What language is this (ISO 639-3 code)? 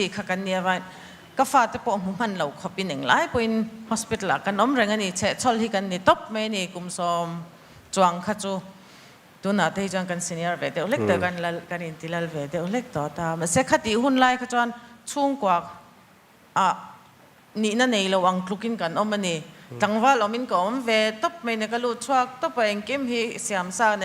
lus